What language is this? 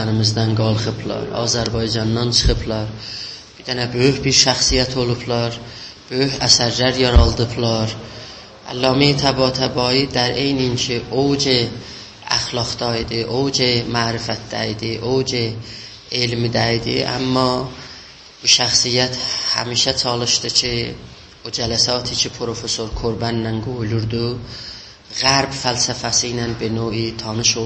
South Azerbaijani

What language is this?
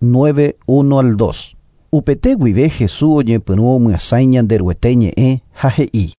Guarani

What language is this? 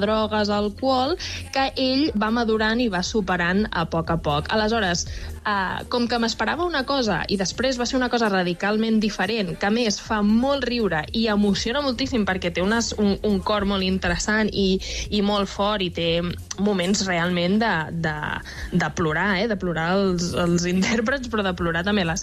Catalan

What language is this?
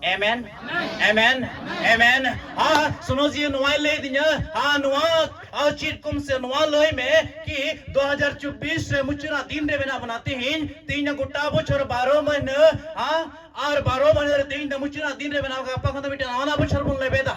Santali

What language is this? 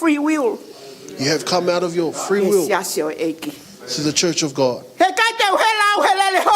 Tongan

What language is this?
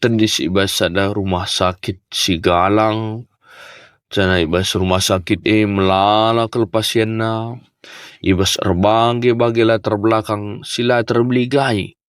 Batak Karo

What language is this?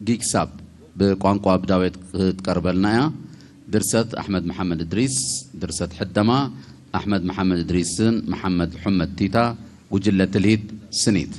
Tigre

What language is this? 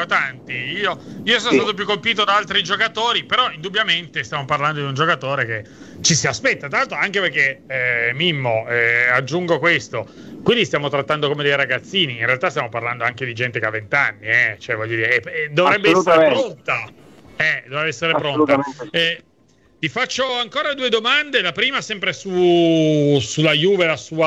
Italian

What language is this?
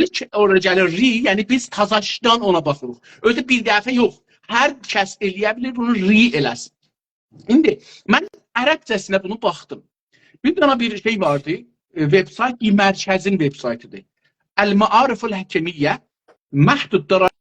South Azerbaijani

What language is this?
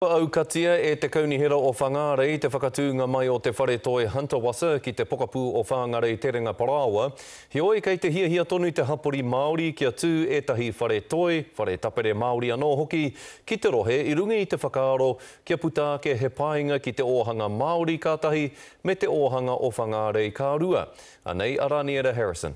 Māori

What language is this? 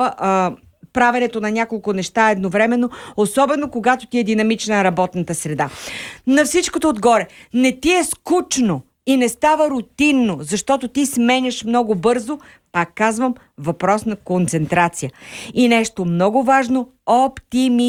Bulgarian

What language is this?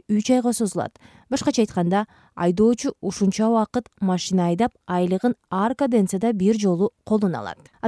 Kyrgyz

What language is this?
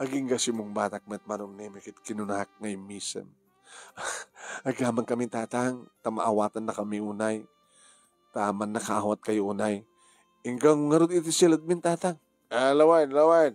Iloko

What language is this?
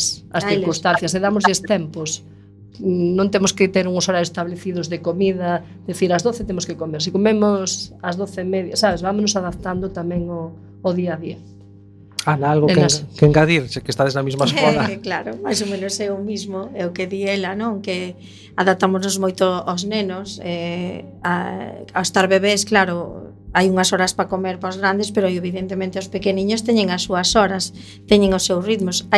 Galician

